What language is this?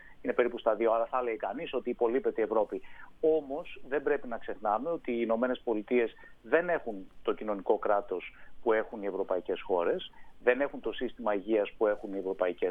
Greek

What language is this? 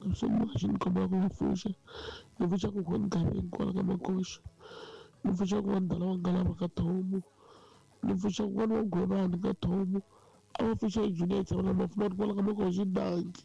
Tsonga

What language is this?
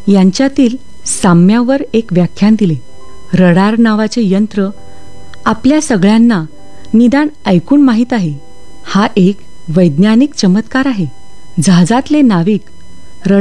Marathi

